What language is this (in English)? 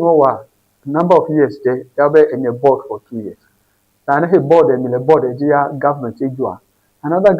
Ewe